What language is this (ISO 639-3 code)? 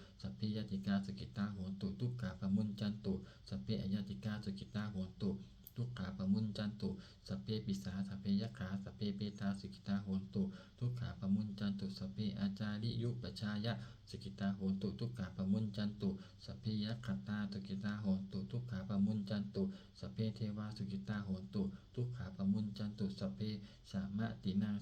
pli